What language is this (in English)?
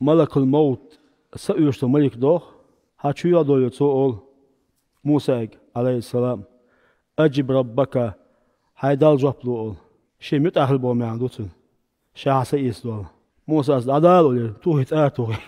Chechen